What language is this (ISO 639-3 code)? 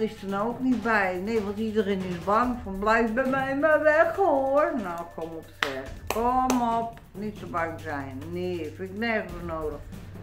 nld